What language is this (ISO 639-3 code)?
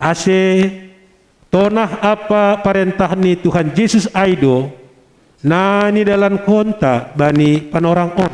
bts